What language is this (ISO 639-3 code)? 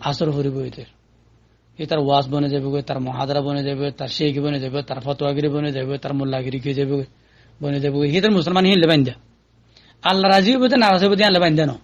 rhg